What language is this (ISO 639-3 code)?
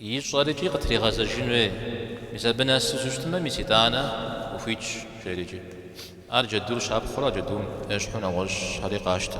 kbd